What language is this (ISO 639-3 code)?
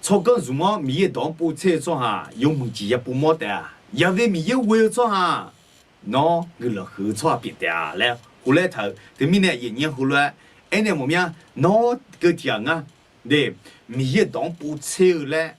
ahk